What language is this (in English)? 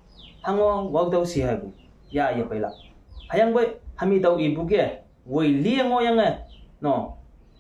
Konyak Naga